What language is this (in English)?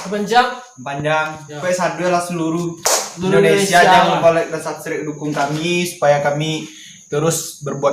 Minangkabau